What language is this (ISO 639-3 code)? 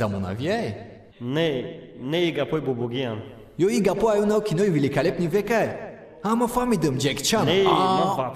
tgk